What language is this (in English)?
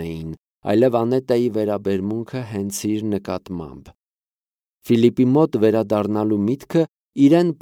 Armenian